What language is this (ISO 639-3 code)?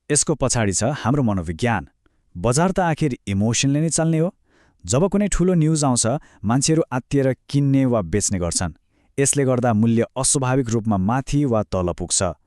nep